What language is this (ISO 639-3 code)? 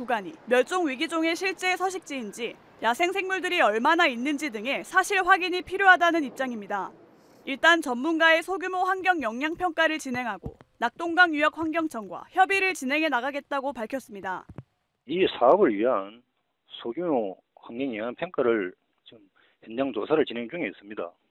kor